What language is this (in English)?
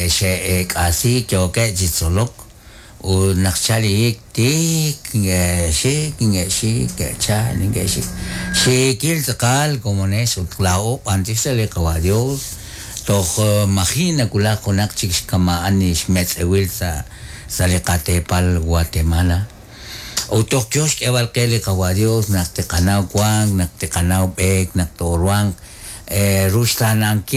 Kekchí